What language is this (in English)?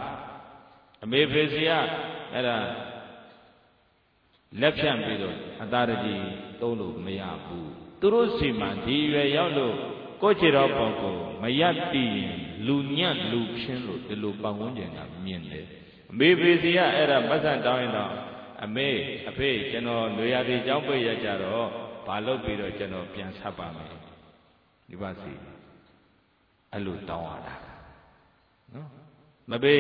Burmese